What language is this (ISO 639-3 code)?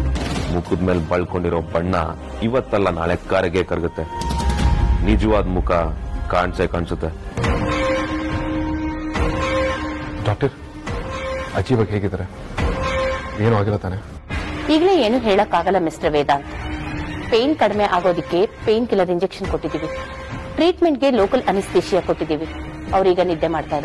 kan